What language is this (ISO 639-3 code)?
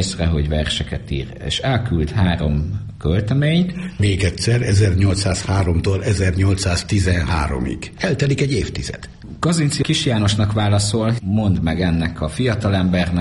hun